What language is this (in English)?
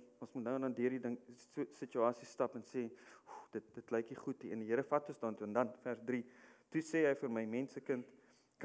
Afrikaans